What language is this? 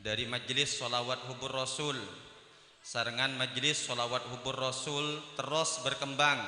Madurese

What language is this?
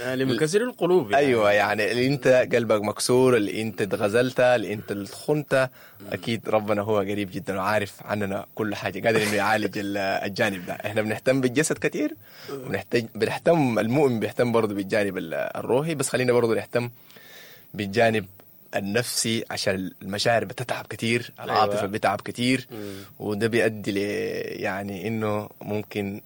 Sudanese Arabic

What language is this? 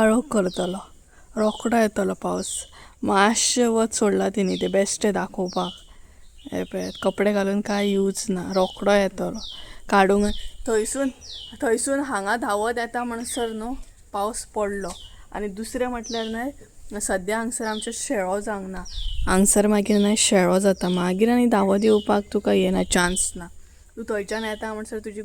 Konkani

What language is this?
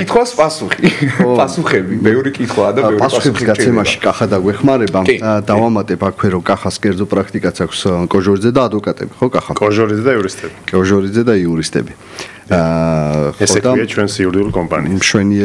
Georgian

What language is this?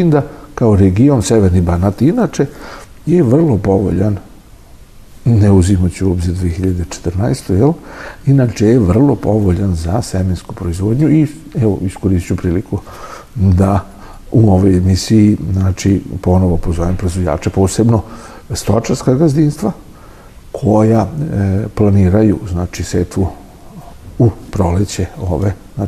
Serbian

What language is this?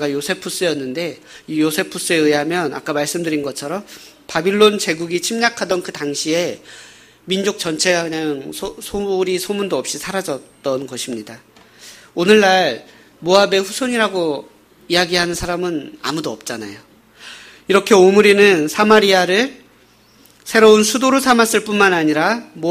Korean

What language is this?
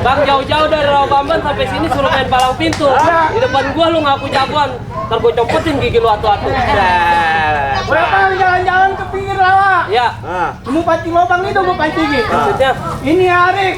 Betawi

